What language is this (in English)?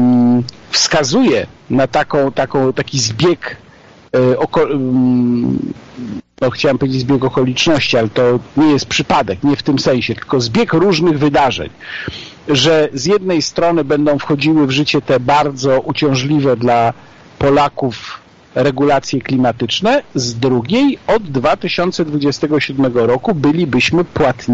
Polish